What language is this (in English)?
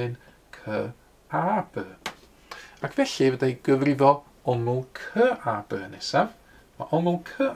Welsh